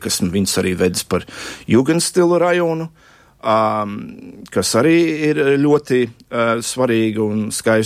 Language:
Latvian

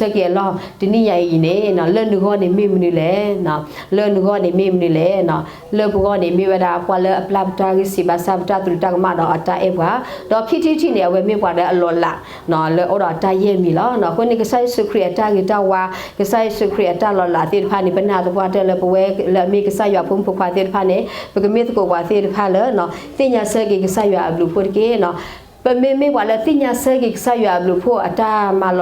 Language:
S'gaw Karen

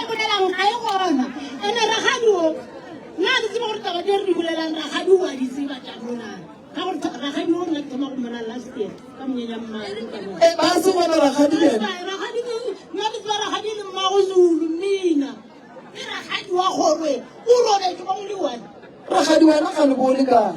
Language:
Northern Sotho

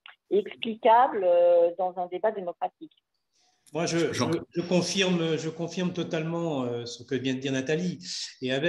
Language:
French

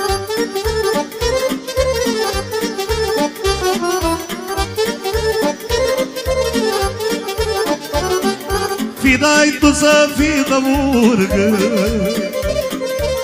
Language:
Romanian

